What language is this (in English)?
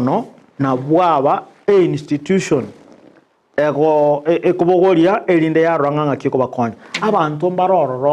Gusii